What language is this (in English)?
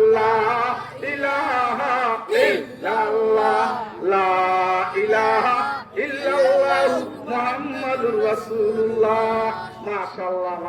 Sylheti